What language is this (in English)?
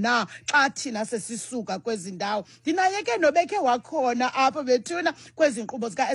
Xhosa